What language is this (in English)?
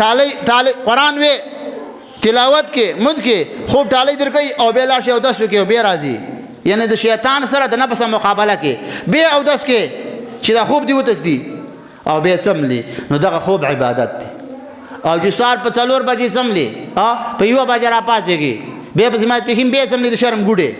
Pashto